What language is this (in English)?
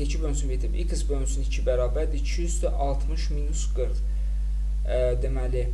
Azerbaijani